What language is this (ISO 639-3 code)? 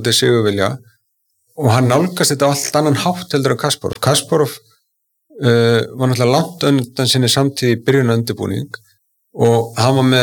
isl